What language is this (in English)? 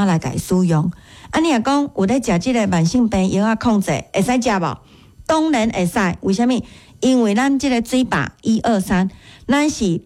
Min Nan Chinese